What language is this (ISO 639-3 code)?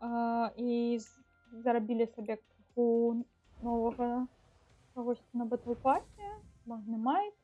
bel